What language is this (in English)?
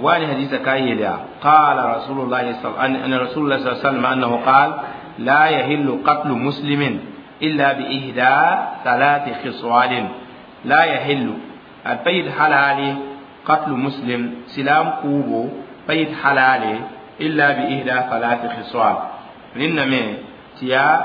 Mossi